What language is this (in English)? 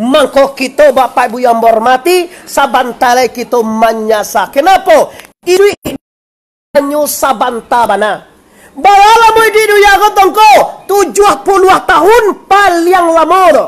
Minangkabau